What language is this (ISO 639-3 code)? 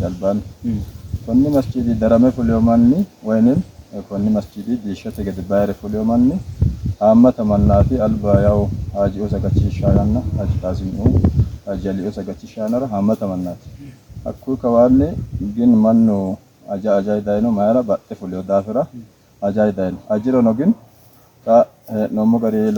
sid